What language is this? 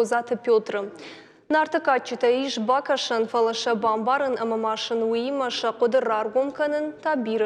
Ossetic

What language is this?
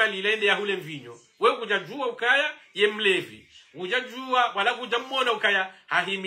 Swahili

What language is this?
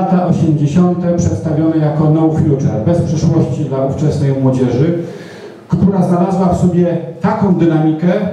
Polish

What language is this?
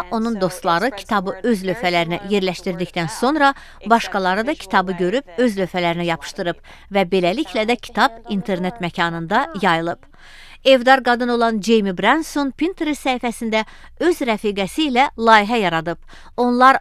Azerbaijani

